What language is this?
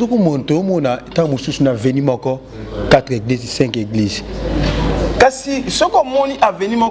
Lingala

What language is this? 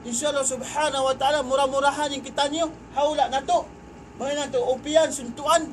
Tausug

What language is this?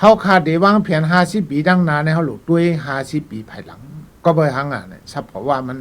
Shan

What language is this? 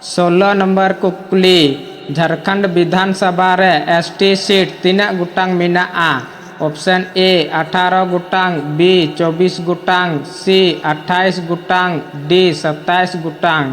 Santali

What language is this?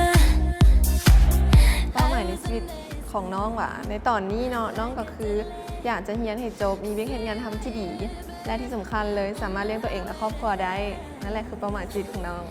Lao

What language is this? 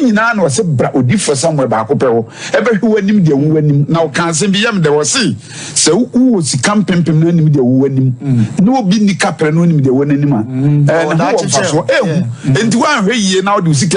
Akan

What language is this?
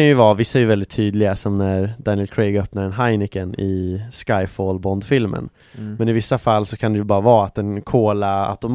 Swedish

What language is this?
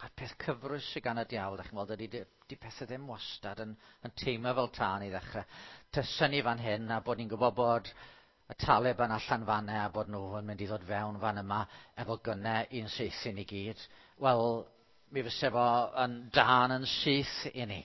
Welsh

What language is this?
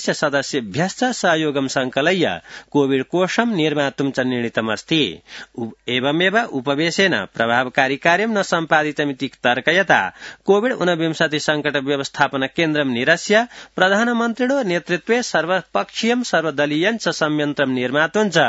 Sanskrit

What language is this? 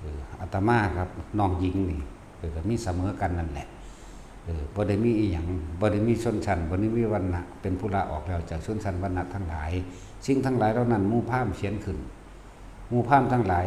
Northeastern Thai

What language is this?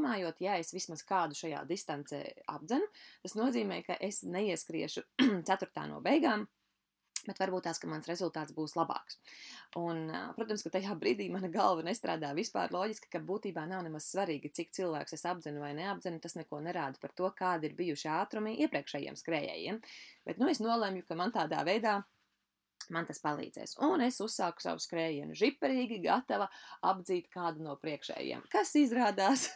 Latvian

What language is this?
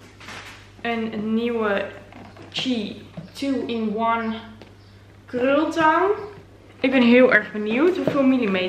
Dutch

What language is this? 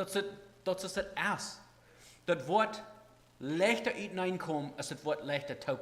Plautdietsch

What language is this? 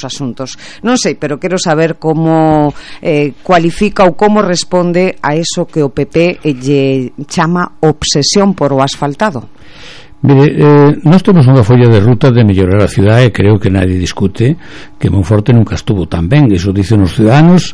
Galician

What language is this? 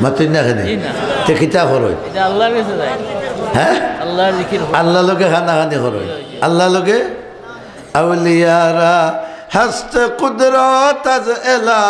Sylheti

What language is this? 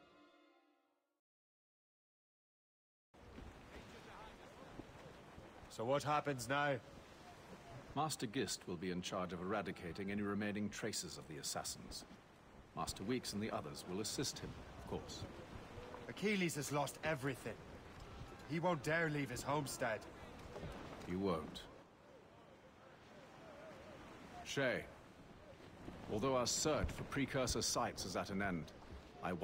English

